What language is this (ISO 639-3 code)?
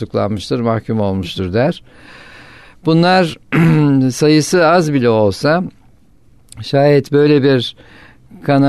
tur